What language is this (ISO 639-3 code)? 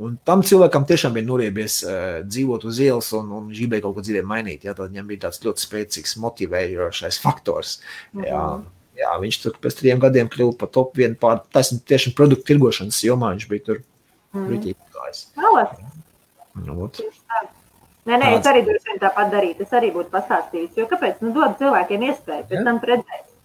lav